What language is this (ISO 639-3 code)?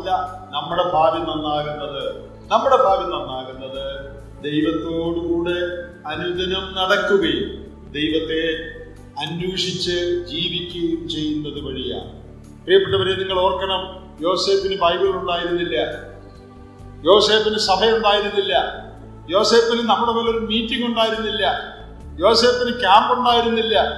mal